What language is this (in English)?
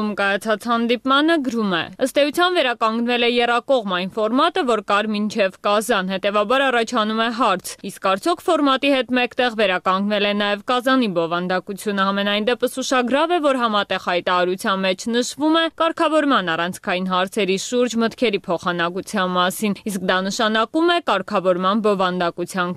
Armenian